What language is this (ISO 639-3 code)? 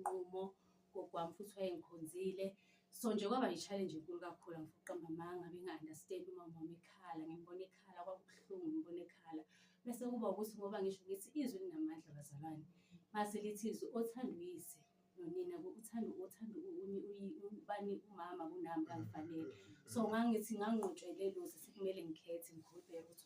zul